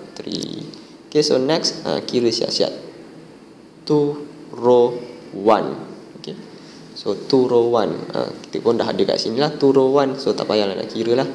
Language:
Malay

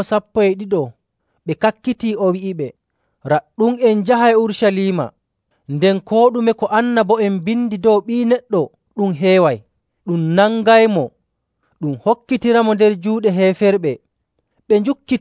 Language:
Nigerian Fulfulde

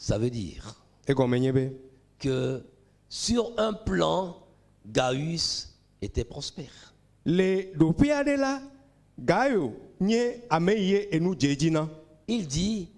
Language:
Ewe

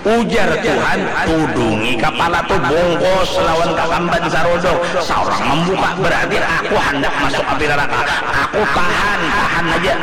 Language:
Banjar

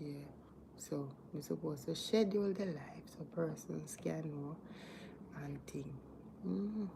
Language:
Jamaican Creole English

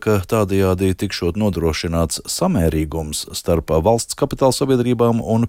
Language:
Latvian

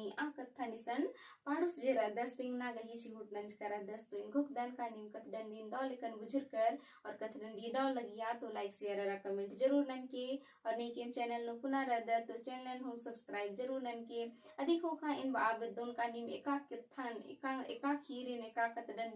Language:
Kurukh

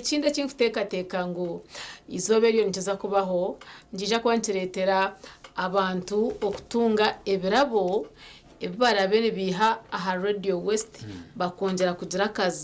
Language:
Nyankole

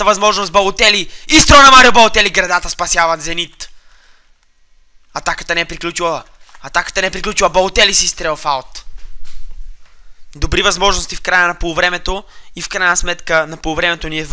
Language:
Bulgarian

